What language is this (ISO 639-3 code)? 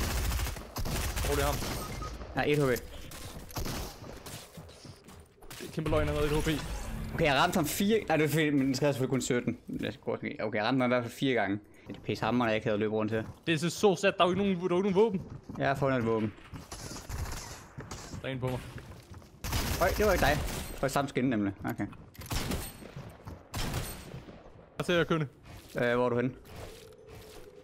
dan